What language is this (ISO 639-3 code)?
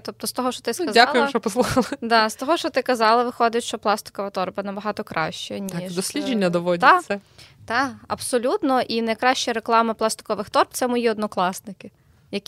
ukr